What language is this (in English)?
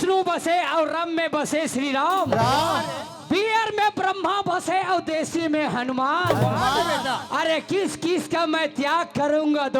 Chhattisgarhi